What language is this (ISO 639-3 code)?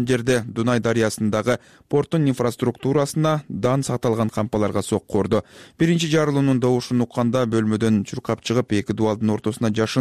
kir